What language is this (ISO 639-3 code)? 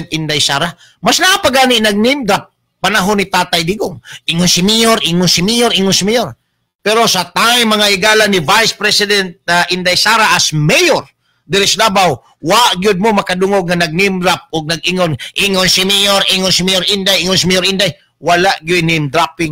ceb